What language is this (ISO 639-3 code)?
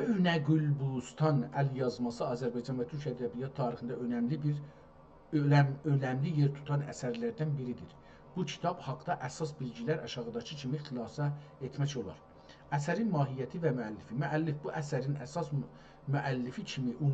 azb